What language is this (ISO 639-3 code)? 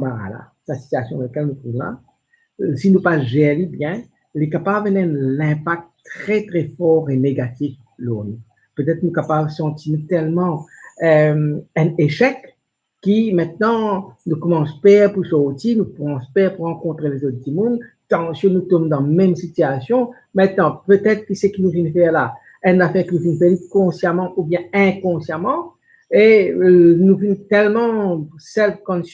mfe